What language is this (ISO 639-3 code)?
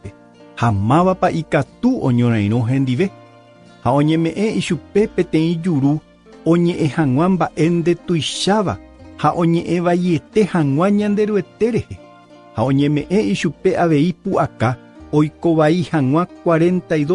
grn